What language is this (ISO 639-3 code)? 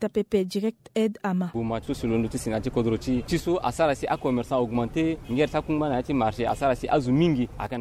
sag